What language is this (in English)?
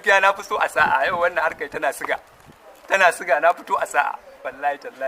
Hausa